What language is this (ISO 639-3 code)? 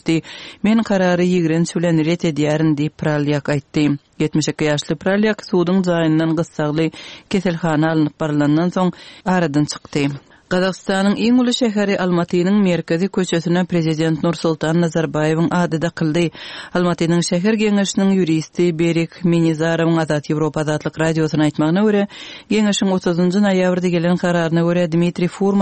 tuk